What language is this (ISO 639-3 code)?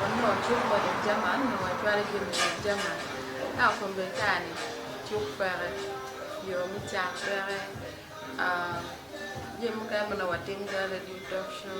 ach